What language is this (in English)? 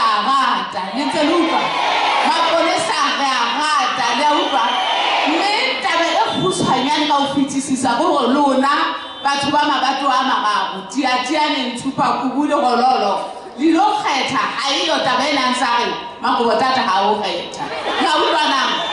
Southern Sotho